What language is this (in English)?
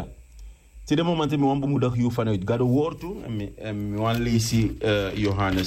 Sranan Tongo